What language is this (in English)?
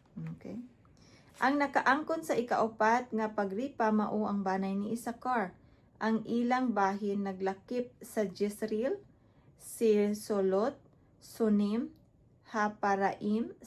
Cebuano